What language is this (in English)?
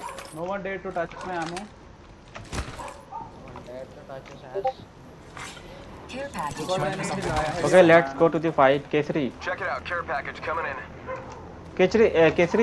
Hindi